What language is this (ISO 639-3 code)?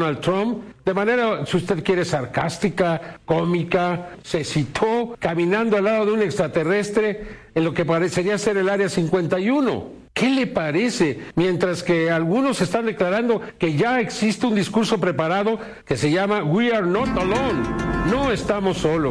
spa